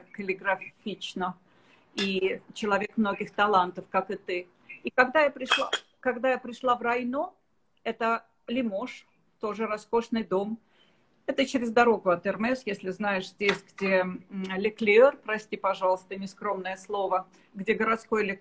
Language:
Russian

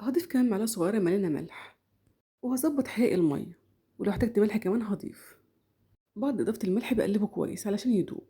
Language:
Egyptian Arabic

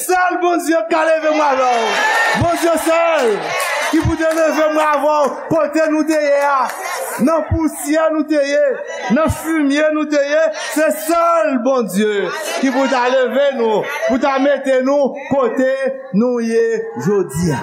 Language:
Haitian Creole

